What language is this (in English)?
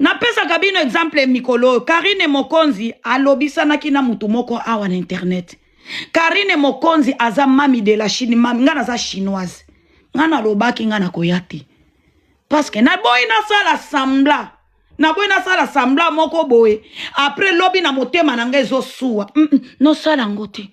Lingala